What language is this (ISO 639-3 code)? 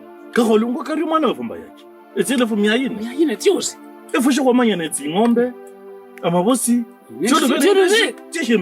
lkb